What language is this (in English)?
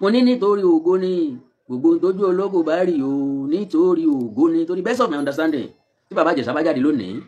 Yoruba